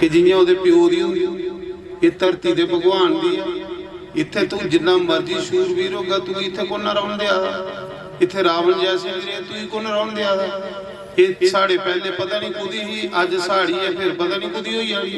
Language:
Dogri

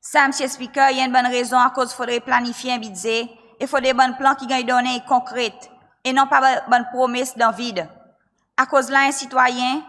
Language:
Seselwa Creole French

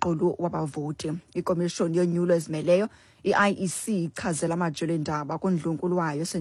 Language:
Xhosa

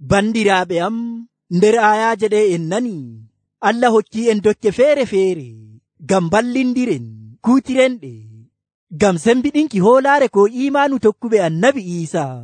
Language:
Nigerian Fulfulde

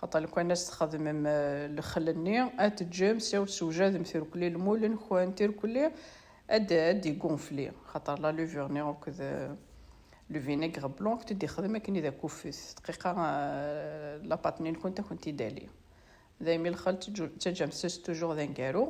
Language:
Kabyle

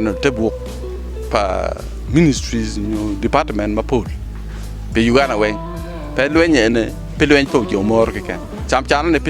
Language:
Acoli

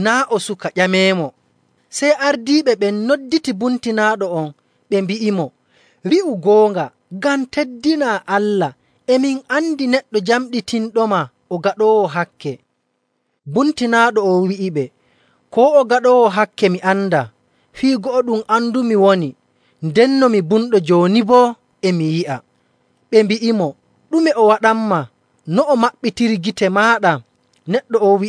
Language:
Nigerian Fulfulde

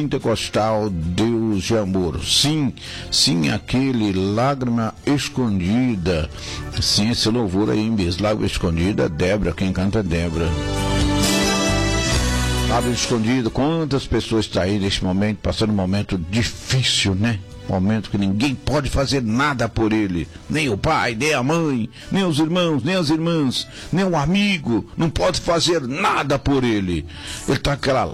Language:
Portuguese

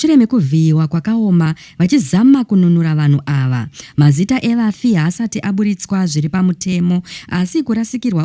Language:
Shona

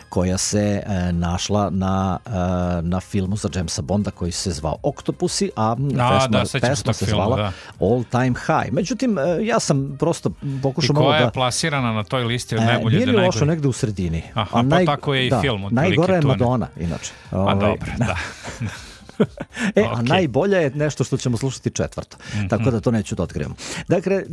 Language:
Serbian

